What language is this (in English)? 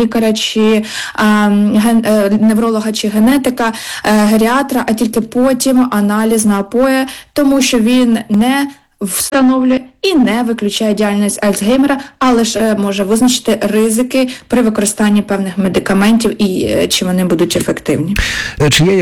Ukrainian